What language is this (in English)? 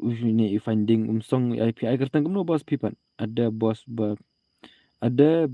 Khasi